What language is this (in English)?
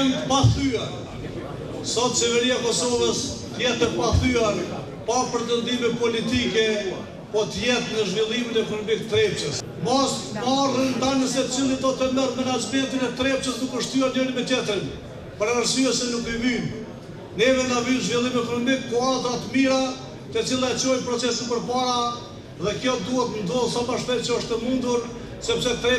Albanian